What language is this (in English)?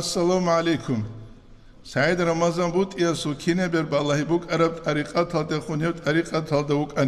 Avaric